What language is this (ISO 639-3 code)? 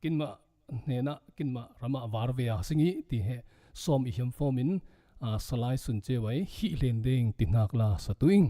cfm